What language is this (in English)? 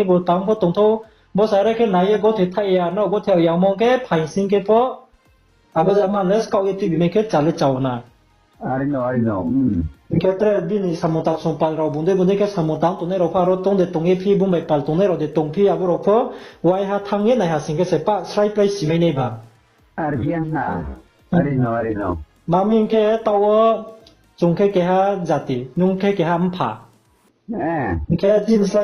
Riang (India)